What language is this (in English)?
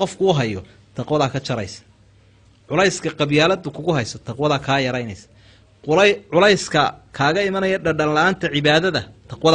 Somali